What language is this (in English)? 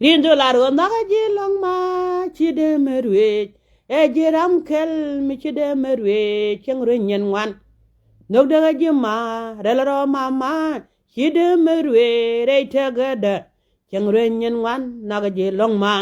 Nuer